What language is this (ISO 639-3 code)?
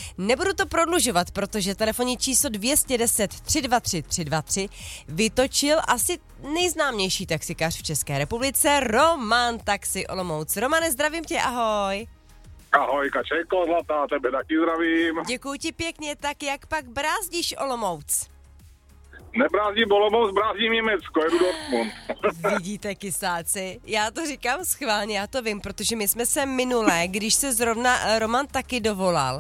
ces